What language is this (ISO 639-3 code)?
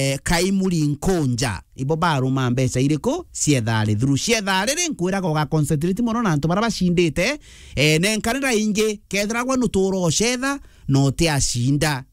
mer